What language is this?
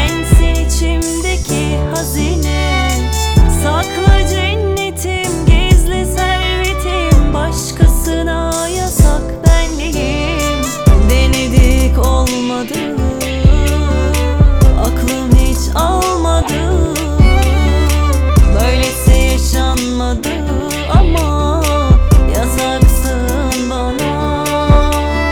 Turkish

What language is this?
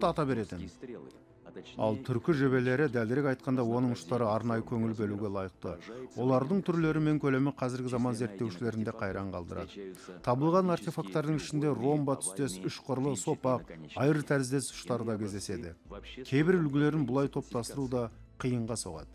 Kazakh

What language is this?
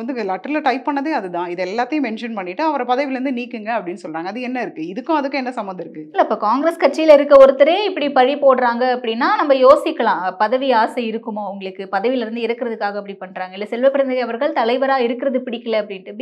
Tamil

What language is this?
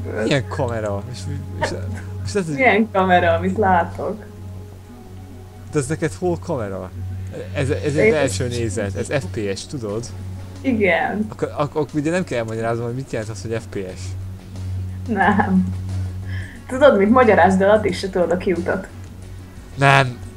Hungarian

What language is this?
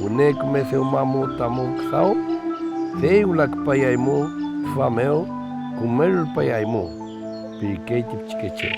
Mapuche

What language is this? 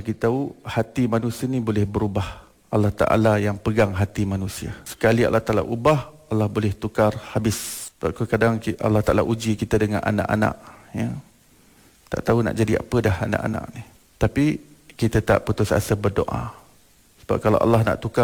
Malay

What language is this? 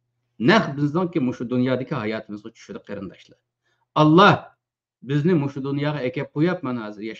Uyghur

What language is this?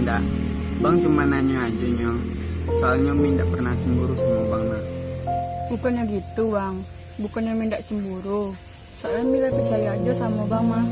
Minangkabau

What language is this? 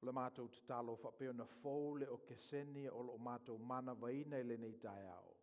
Samoan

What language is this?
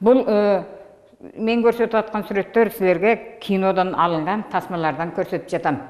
Kyrgyz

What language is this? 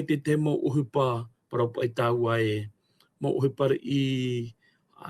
Tahitian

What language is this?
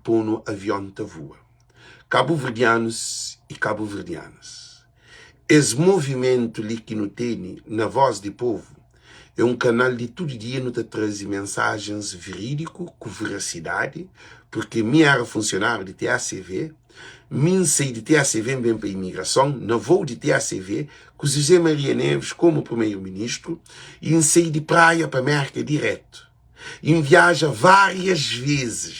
Kabuverdianu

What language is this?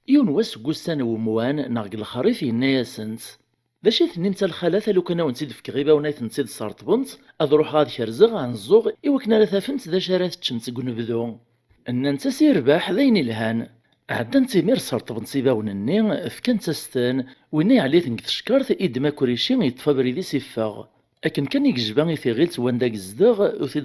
Kabyle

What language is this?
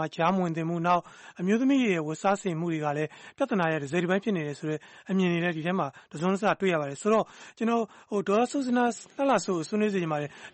Burmese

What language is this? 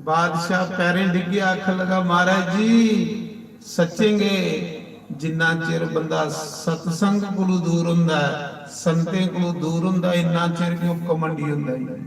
Dogri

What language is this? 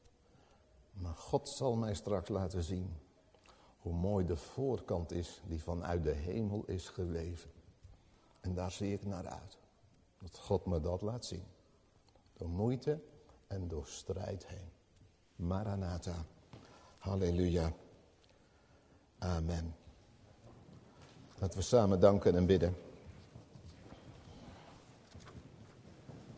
Dutch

